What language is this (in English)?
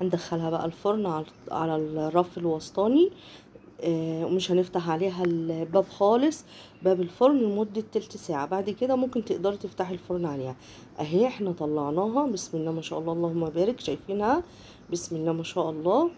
Egyptian Arabic